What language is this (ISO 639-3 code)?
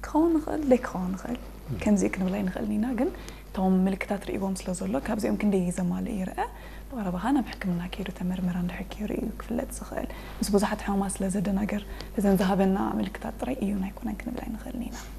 tir